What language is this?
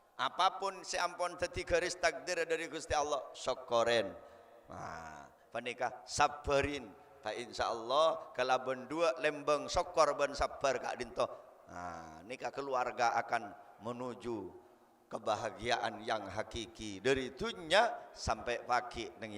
Madurese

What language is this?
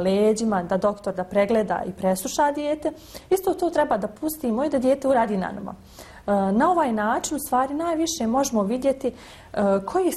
Bosnian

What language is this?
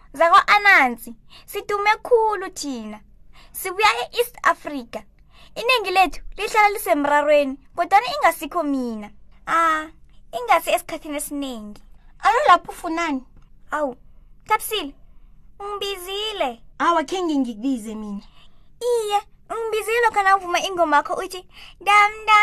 South Ndebele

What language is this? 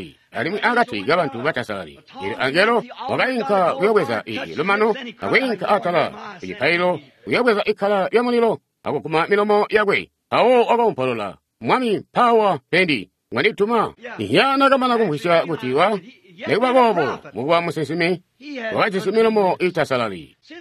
Tonga (Zambia)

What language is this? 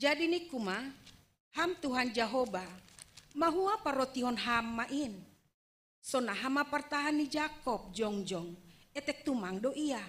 Batak Simalungun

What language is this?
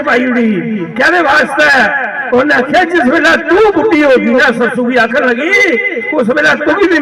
Dogri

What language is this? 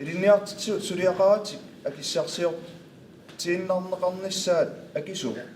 Kalaallisut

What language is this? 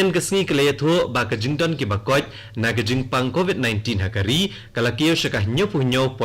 Khasi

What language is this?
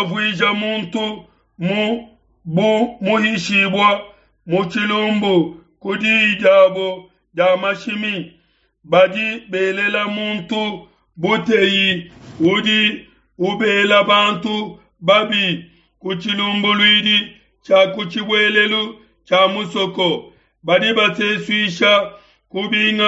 Luba-Lulua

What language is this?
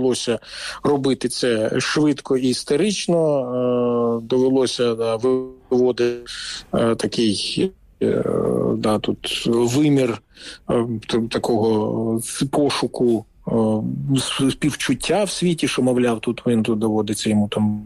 Ukrainian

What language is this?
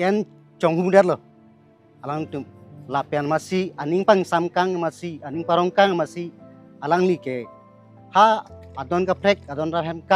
Karbi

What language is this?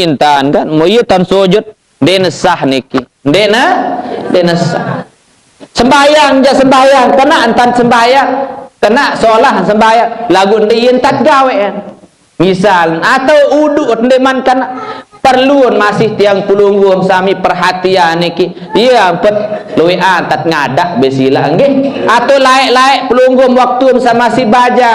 Sasak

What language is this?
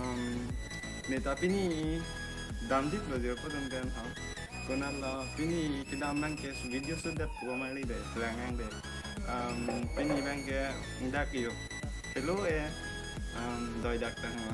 Karbi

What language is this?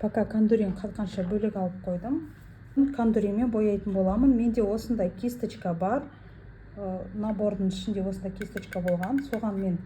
Kazakh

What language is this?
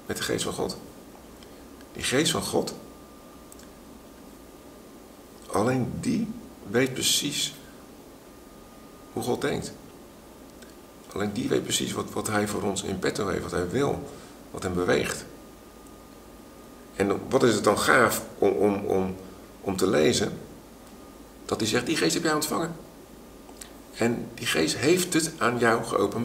Dutch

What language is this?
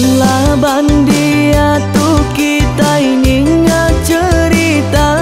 Iban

